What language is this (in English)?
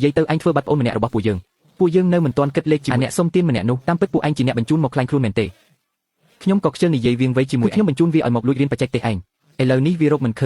Khmer